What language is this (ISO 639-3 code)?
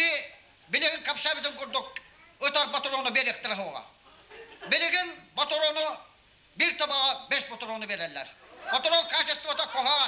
sah